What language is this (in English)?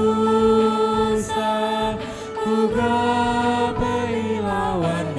Batak Karo